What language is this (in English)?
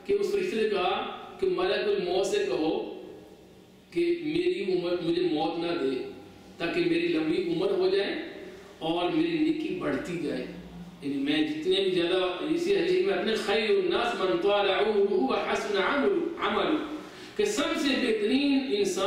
Urdu